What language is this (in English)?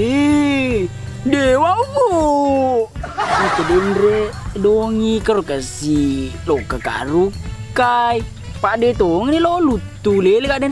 Buginese